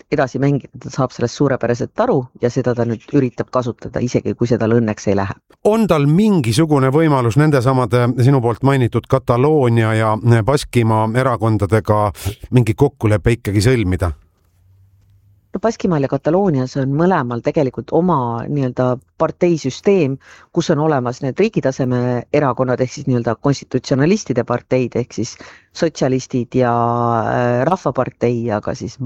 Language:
Estonian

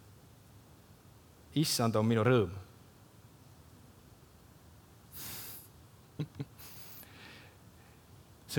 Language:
Estonian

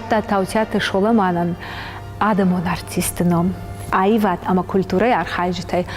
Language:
Ossetic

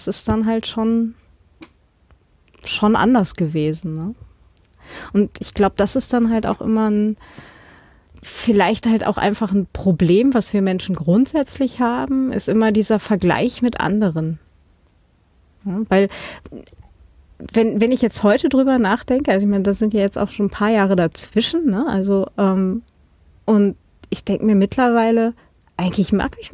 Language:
German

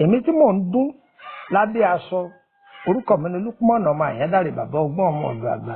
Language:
Yoruba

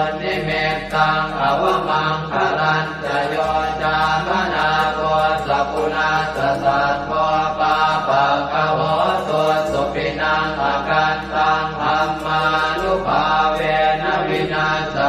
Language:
Pali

